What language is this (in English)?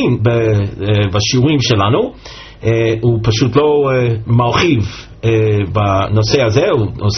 Hebrew